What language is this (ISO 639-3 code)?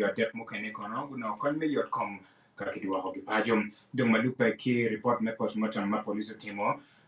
ach